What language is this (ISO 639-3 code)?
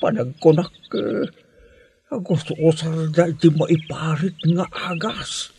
ilo